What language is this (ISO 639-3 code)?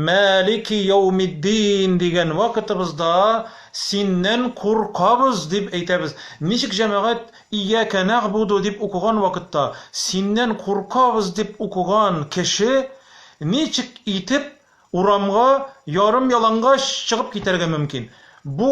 tat